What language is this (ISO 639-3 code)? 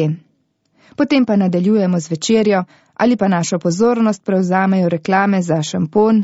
slv